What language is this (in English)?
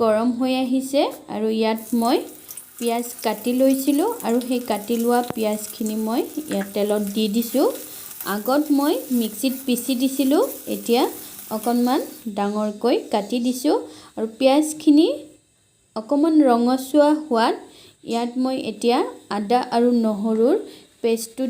Assamese